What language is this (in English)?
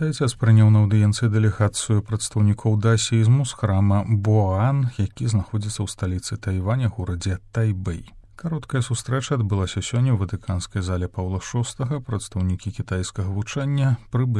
Belarusian